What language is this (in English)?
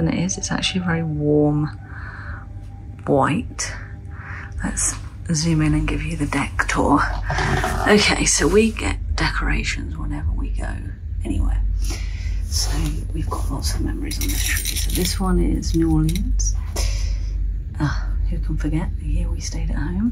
English